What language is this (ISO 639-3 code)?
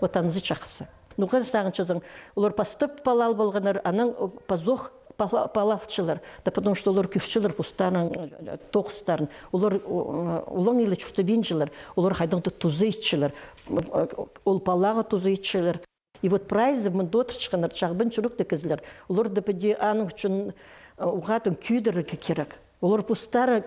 kjh